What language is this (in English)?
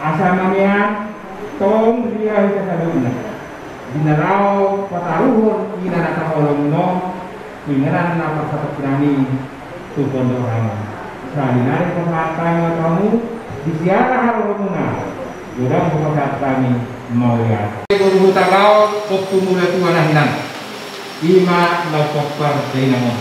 Batak Toba